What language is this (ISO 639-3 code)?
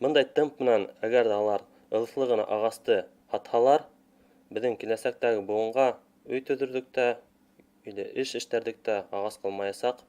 bak